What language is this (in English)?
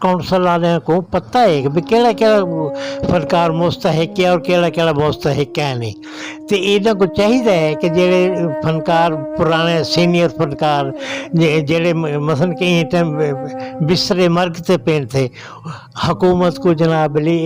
Saraiki